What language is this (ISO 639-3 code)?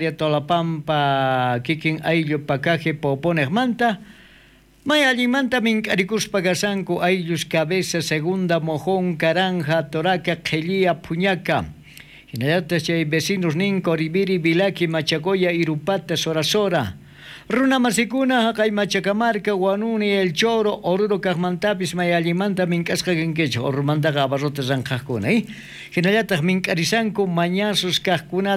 quh